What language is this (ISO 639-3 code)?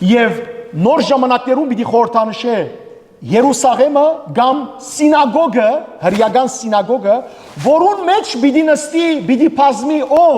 hyw